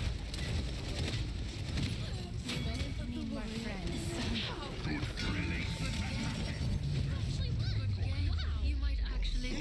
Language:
English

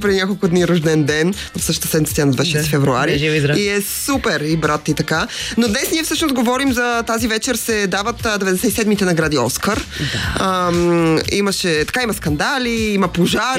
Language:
Bulgarian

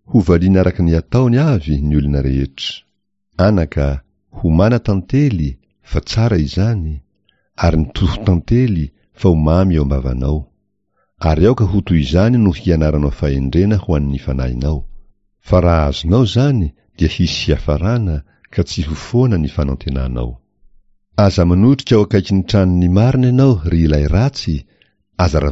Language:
Malagasy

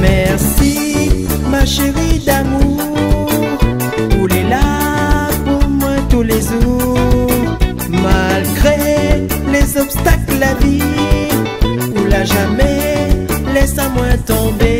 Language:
Réunion Creole French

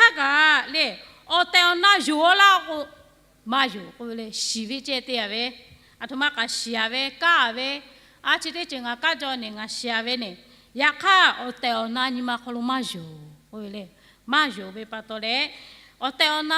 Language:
Lahu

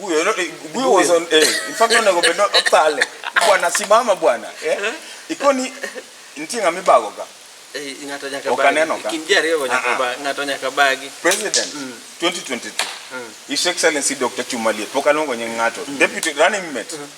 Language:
Luo (Kenya and Tanzania)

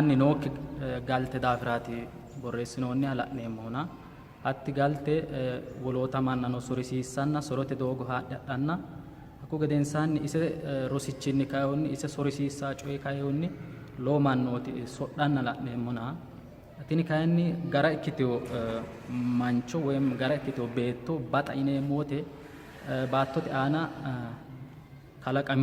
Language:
Sidamo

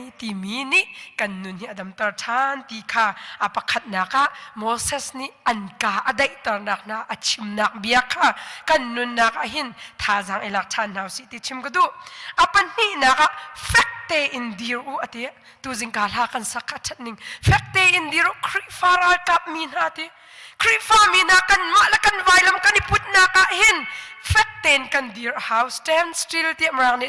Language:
Hakha Chin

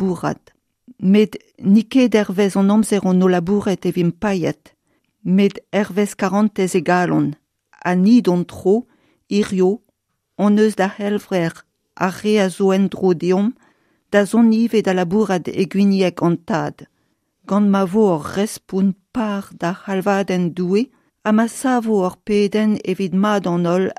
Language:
Breton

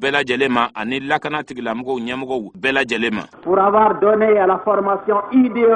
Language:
Bambara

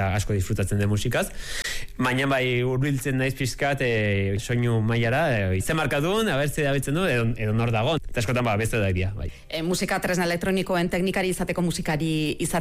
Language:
Basque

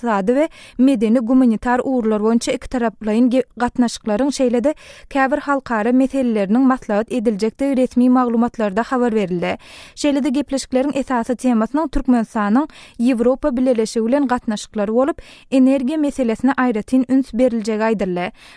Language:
Turkmen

